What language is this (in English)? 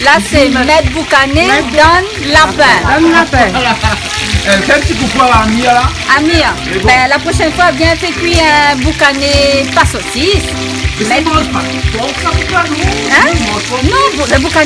Réunion Creole French